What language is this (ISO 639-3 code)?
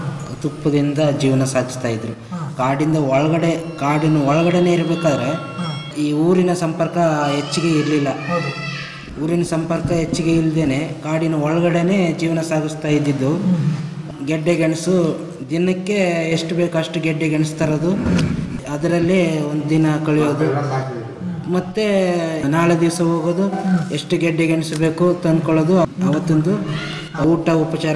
kan